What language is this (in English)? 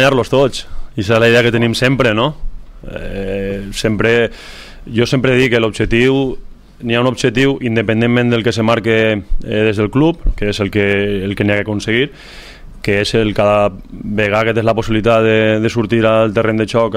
Catalan